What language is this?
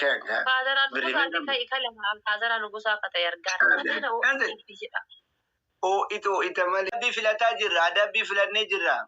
Oromo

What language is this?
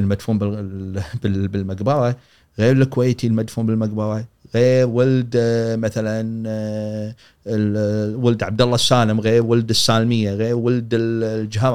Gulf Arabic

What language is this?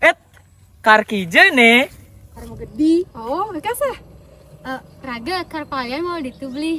Balinese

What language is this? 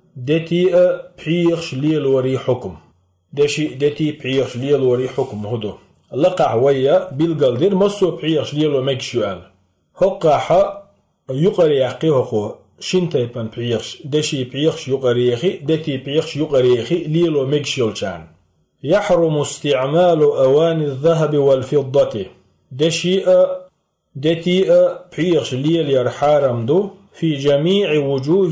Chechen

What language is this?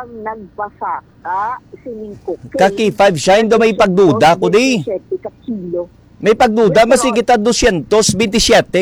Hiligaynon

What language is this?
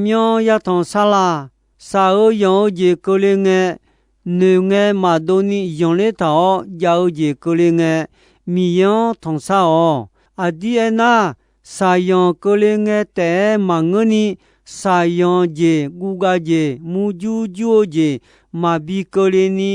Akha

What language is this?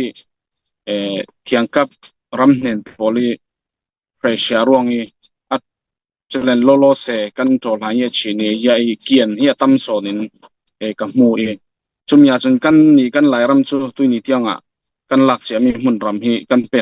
Falam Chin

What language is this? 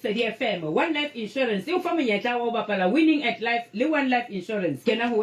Southern Sotho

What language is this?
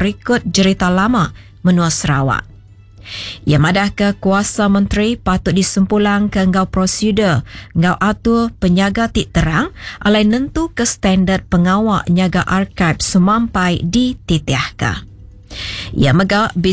Iban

